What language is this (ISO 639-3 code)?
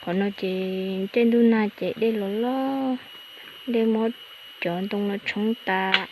hmn